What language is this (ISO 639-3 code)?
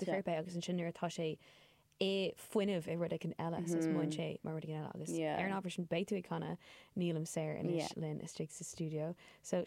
gle